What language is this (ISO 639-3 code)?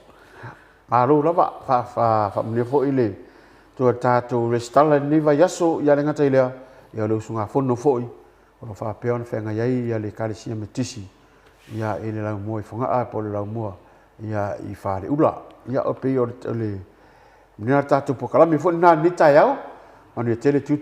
smo